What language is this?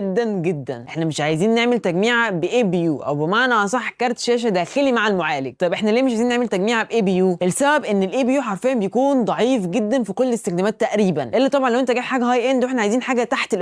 Egyptian Arabic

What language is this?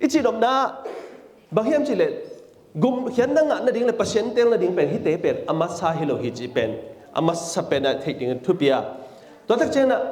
Tedim Chin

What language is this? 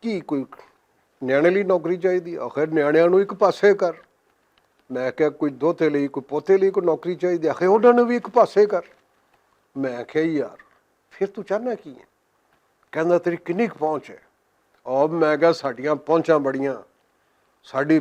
Western Panjabi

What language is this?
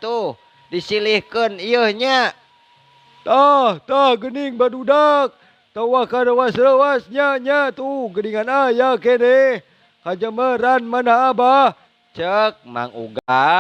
Sundanese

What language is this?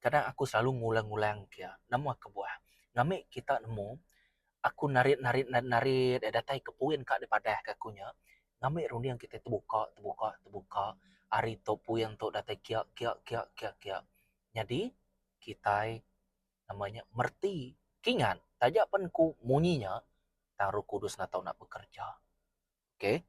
Iban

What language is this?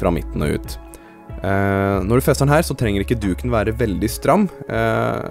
Norwegian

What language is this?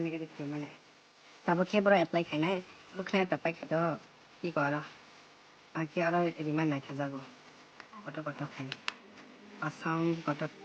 Kok Borok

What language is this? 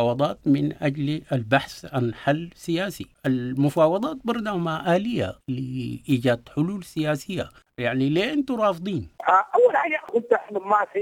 Sudanese Arabic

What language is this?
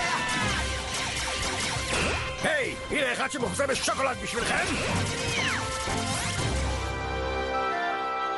Hebrew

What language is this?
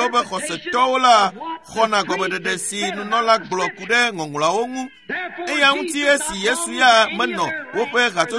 Ewe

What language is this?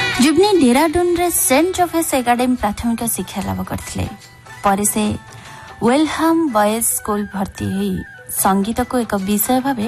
Odia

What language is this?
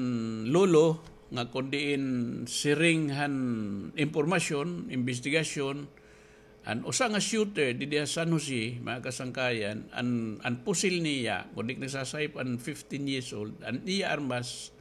Waray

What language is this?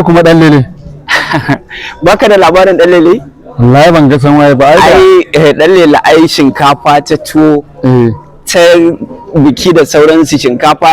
Hausa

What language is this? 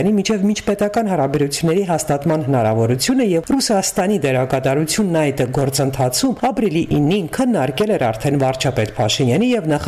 Armenian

